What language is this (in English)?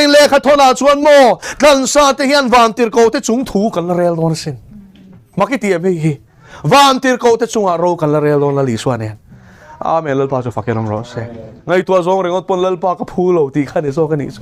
Mizo